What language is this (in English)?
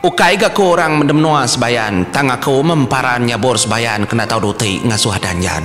Iban